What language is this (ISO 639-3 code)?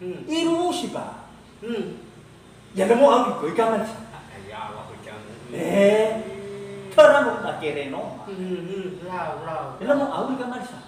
nia